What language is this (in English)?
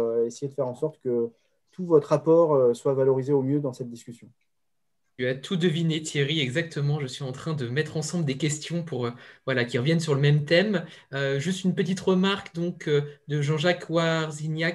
French